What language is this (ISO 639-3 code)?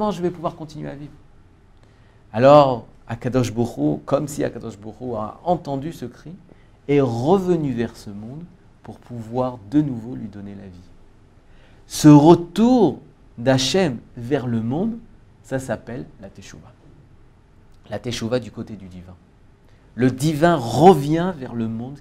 fra